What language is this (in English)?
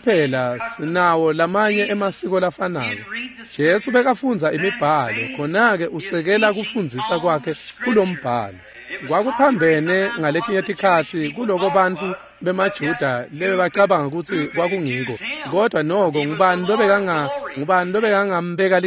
Swati